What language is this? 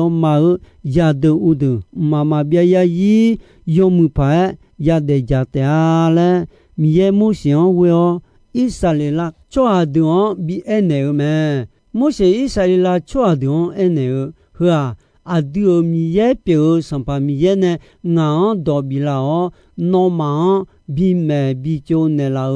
Akha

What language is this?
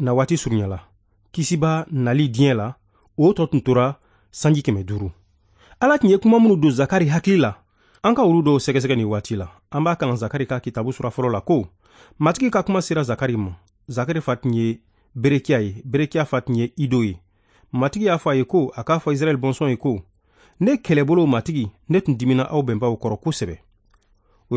Bambara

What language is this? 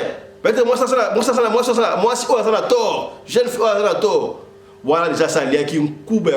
Lingala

